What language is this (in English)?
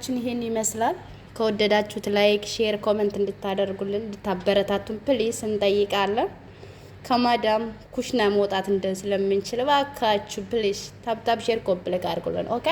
Amharic